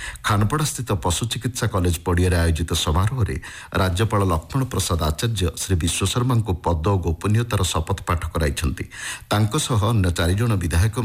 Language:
Odia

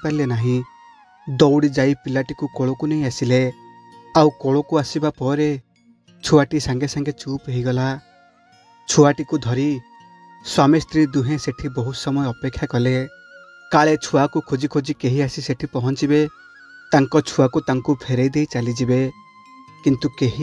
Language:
Odia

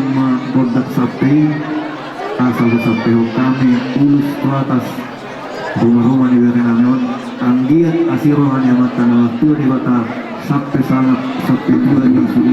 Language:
Batak Toba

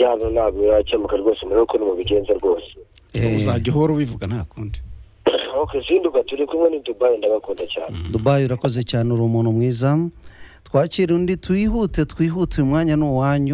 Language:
Kinyarwanda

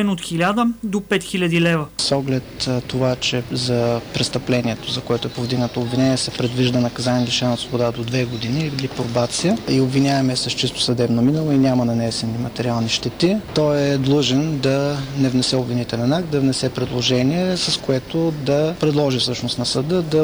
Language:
Bulgarian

